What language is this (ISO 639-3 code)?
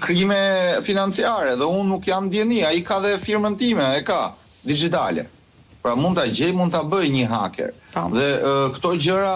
sqi